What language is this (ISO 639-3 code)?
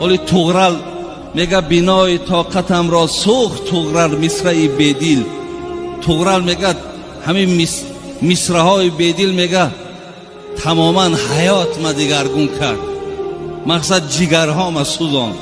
tgk